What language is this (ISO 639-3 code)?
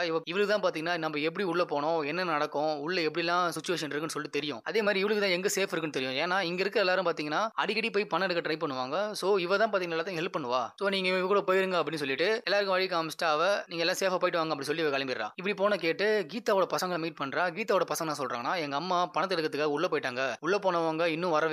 tam